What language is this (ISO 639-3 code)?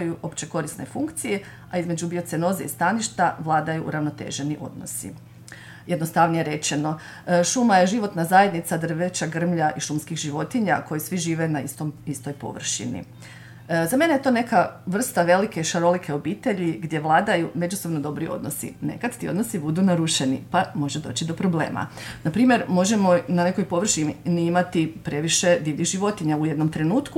hrv